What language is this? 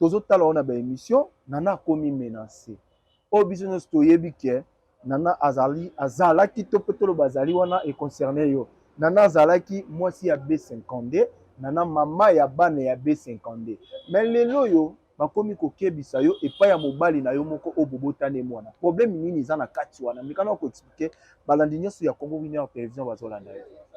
Lingala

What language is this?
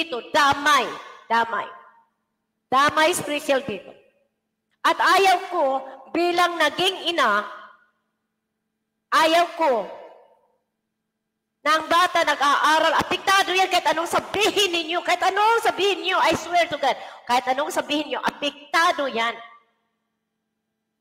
Filipino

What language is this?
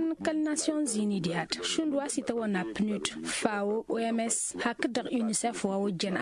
Tamasheq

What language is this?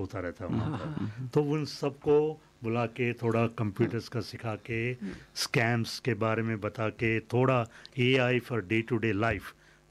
Hindi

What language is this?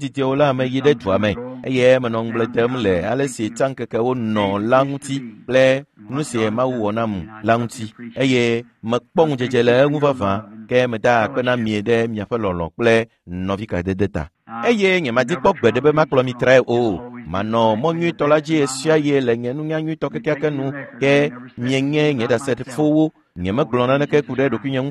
Ewe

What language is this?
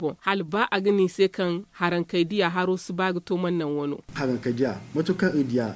Zarma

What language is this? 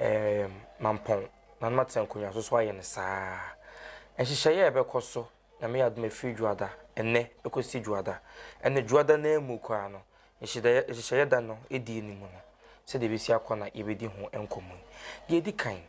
Akan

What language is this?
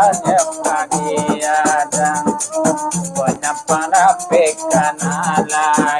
Minangkabau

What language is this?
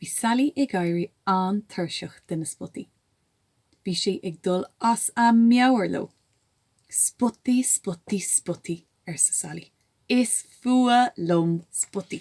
Irish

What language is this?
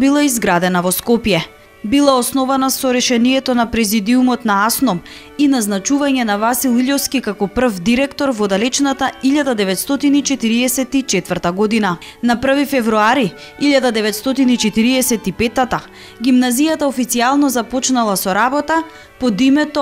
Macedonian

